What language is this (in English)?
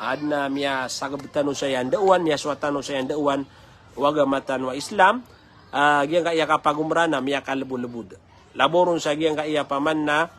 Maranao